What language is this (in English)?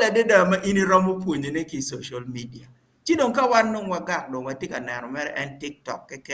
Acoli